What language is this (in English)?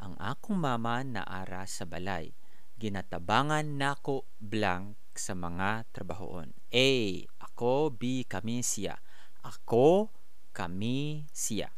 Cebuano